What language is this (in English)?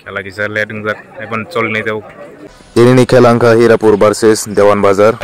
Kok Borok